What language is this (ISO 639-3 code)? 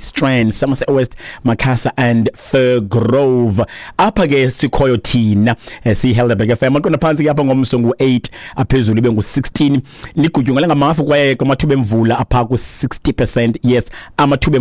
xho